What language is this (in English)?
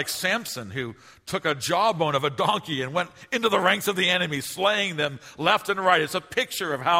English